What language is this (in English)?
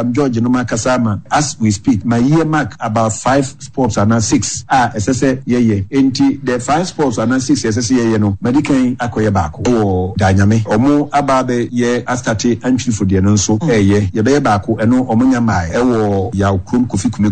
Akan